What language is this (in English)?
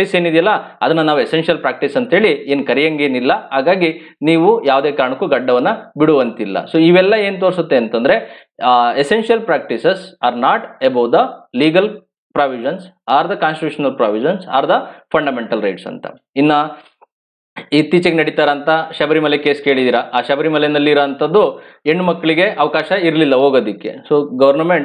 Kannada